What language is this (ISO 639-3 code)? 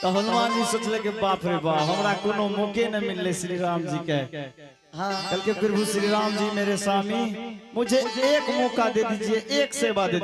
anp